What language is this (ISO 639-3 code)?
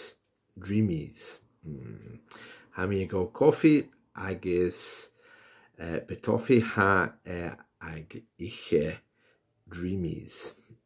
gla